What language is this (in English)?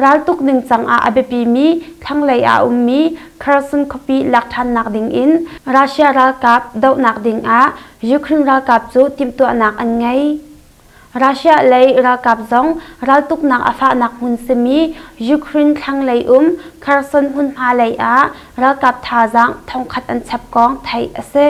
Hakha Chin